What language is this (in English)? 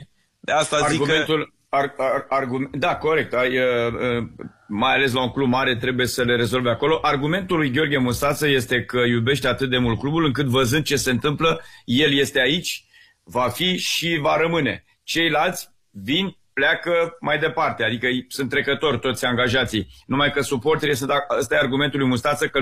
Romanian